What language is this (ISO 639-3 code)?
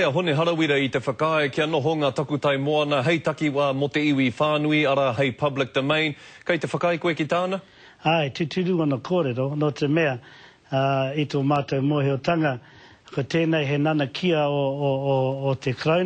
mri